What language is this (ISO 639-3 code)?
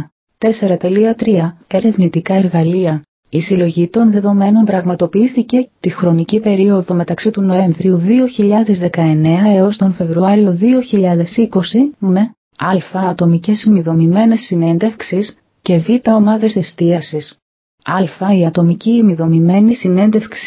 ell